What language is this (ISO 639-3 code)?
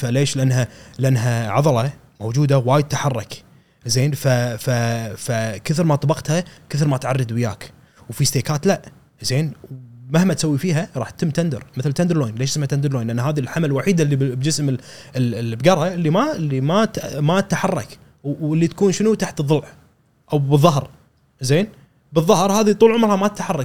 afb